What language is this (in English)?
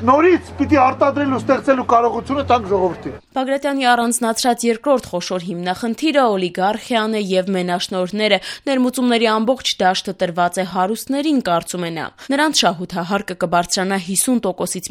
Armenian